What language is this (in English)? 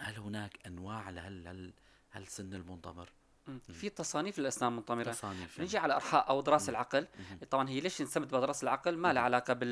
North Levantine Arabic